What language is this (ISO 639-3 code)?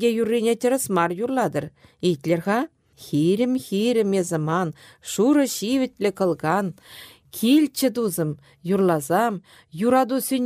chv